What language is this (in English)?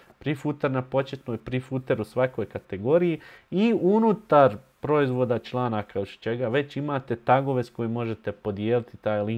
Bosnian